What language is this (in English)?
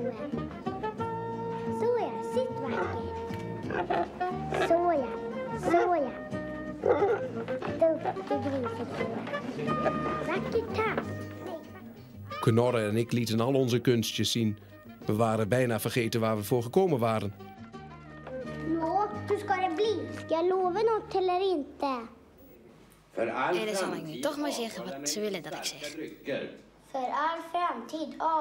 Dutch